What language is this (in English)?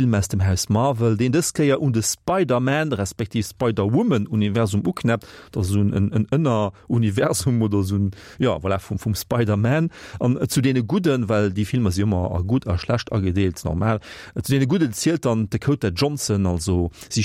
Luxembourgish